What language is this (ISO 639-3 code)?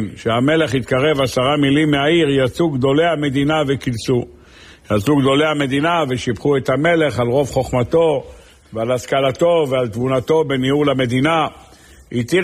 heb